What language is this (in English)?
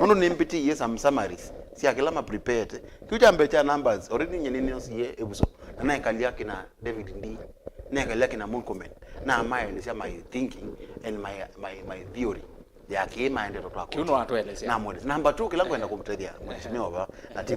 Kamba